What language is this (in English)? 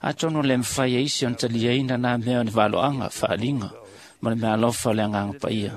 Samoan